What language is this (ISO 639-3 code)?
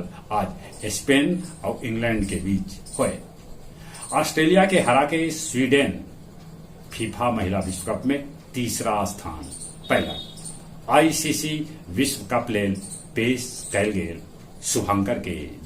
mag